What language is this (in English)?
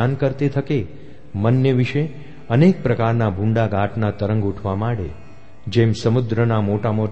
Gujarati